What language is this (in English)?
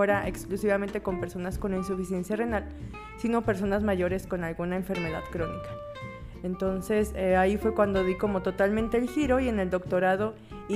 Spanish